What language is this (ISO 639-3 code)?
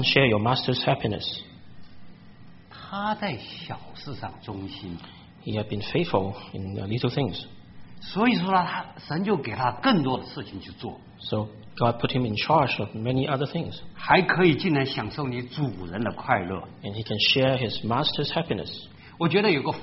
zho